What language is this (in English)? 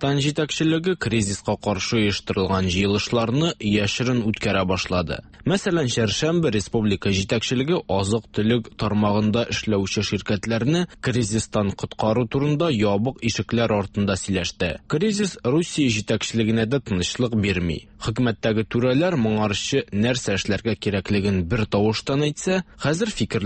Tatar